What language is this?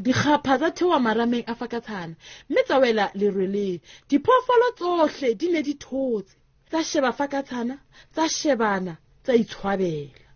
Southern Sotho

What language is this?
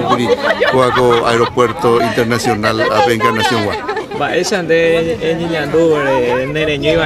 Guarani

